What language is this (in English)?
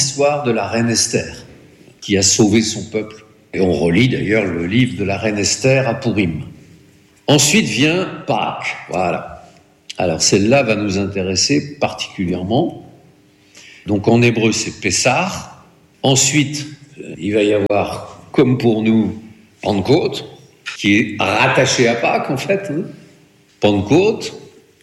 French